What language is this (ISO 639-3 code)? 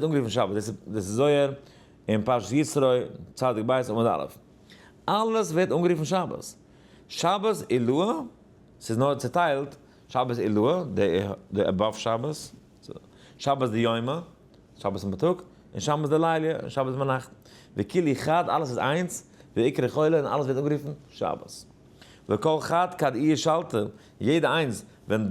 yid